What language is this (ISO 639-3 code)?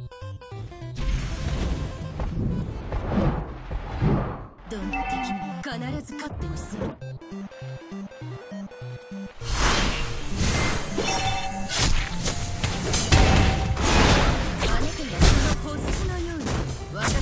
jpn